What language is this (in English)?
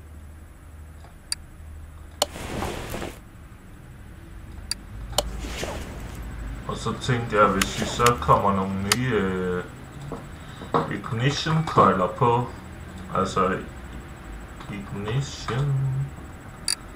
Danish